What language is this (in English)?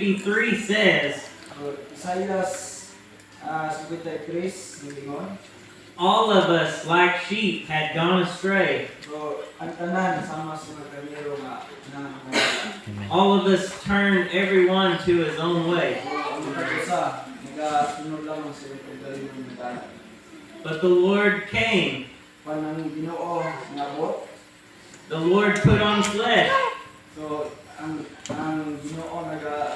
Cebuano